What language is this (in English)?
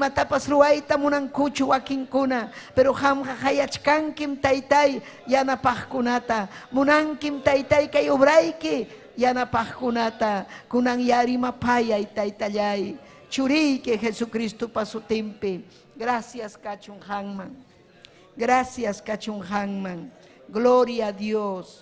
Ayacucho Quechua